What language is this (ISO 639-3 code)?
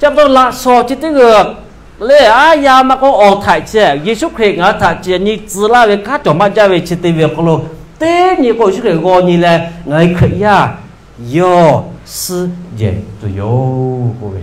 lhu